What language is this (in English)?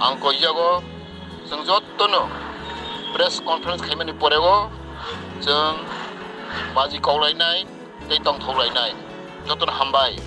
Kok Borok